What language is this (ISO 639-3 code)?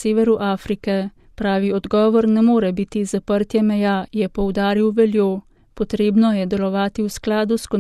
slv